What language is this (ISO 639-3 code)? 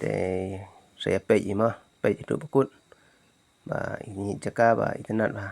kha